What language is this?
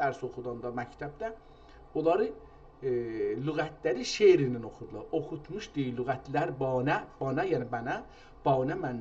South Azerbaijani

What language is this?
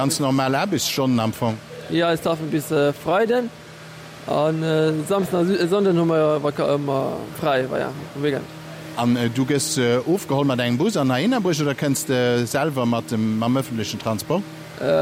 Luxembourgish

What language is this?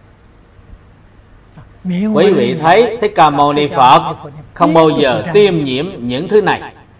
Vietnamese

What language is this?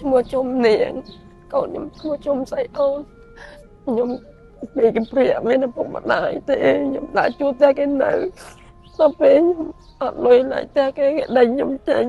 Khmer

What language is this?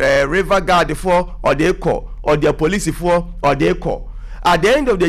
Akan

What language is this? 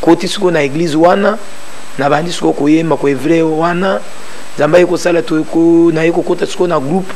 Lingala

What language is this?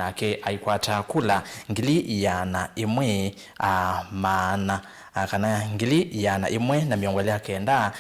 Kamba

